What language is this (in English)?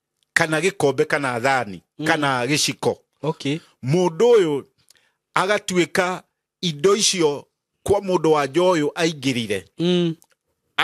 Kikuyu